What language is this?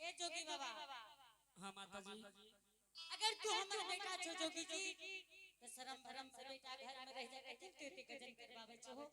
Angika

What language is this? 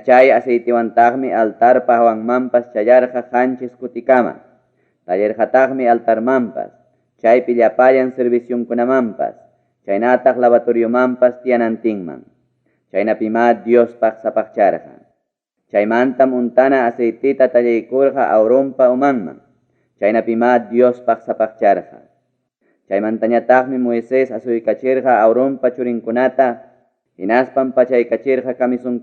Ayacucho Quechua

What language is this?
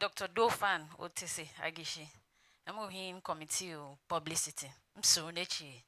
Tiv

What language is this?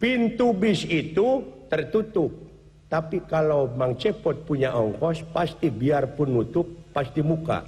Sundanese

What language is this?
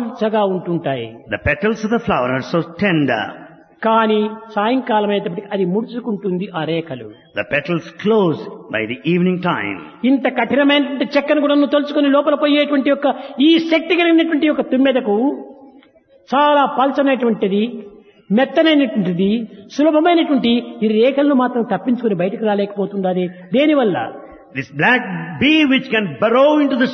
Telugu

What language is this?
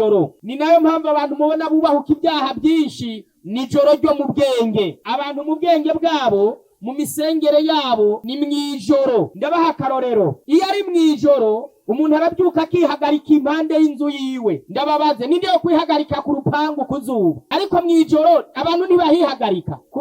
Rundi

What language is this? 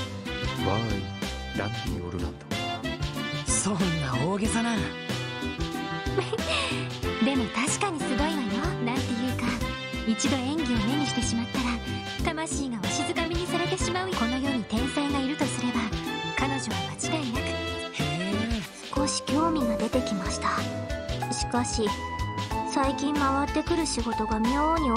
Japanese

